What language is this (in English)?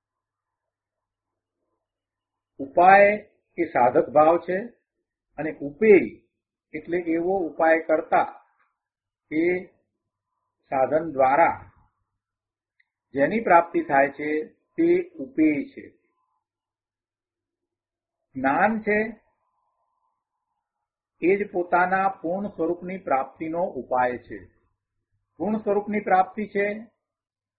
Gujarati